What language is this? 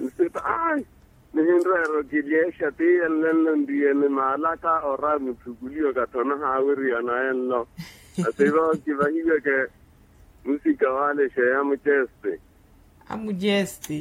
Makhuwa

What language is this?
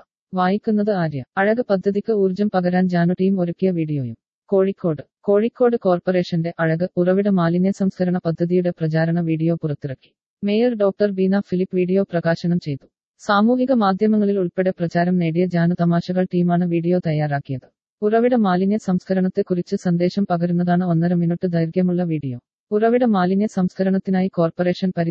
Malayalam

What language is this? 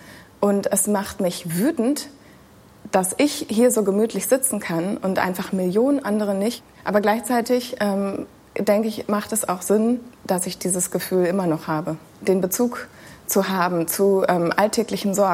German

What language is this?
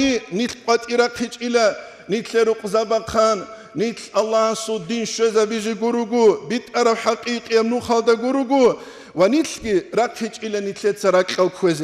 Avaric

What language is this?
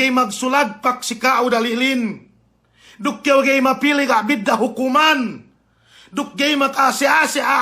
Yakan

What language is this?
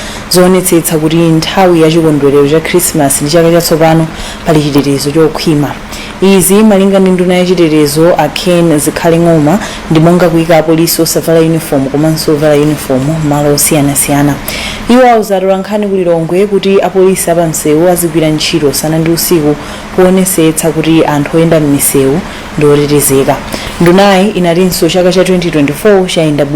Nyanja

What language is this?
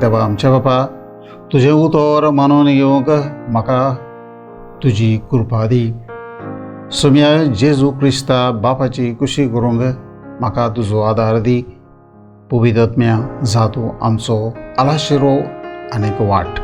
Konkani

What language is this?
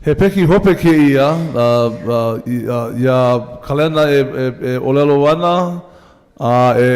Hawaiian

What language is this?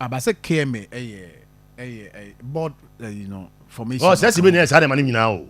Akan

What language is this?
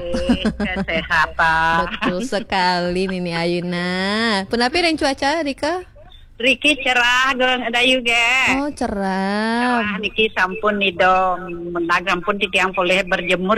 Balinese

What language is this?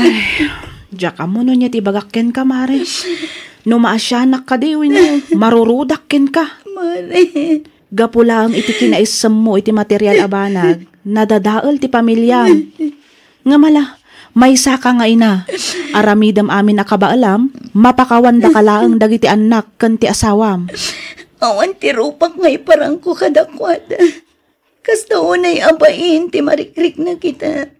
Iloko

